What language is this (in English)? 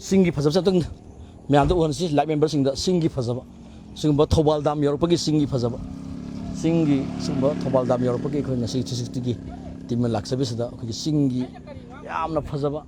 Manipuri